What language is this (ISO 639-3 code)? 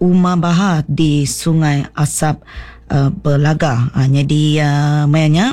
iba